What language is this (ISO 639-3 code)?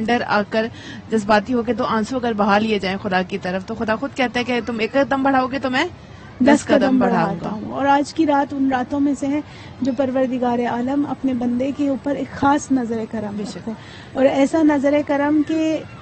urd